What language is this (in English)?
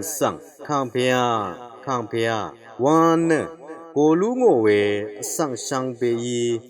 Rawang